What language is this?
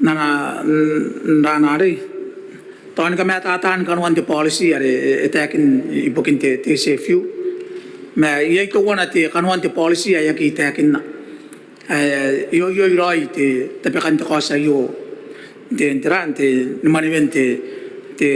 Gilbertese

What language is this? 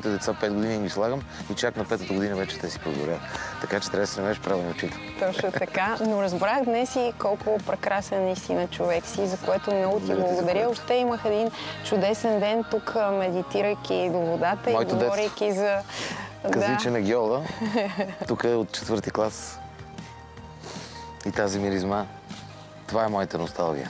Bulgarian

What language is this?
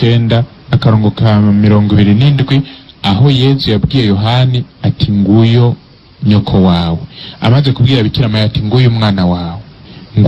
Rundi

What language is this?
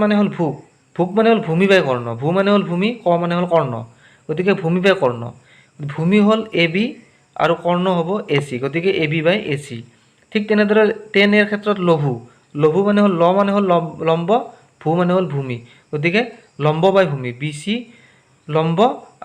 Assamese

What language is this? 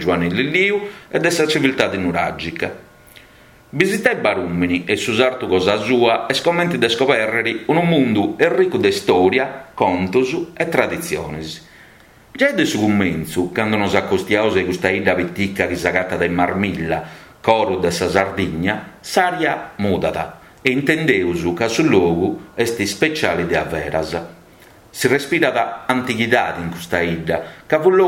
Sardinian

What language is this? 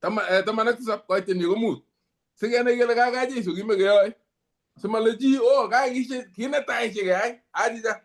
Kalenjin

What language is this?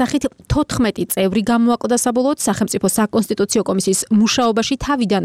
Georgian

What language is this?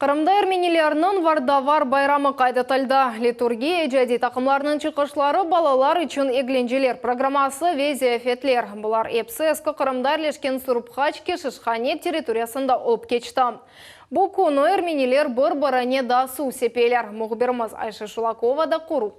Crimean Tatar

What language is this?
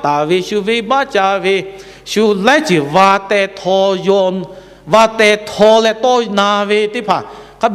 Lahu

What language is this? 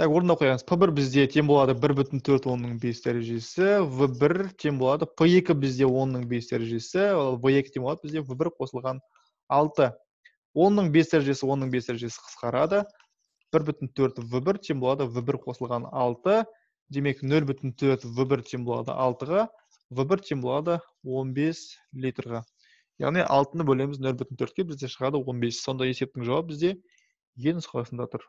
Kazakh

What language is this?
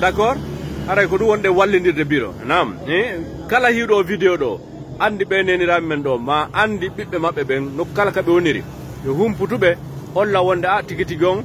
Fula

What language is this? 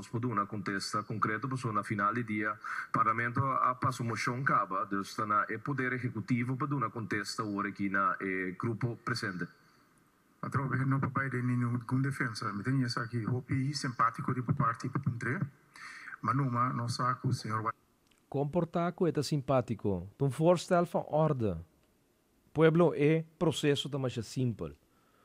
Papiamento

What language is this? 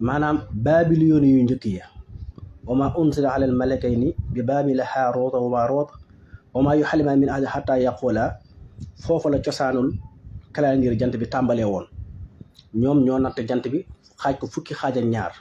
Wolof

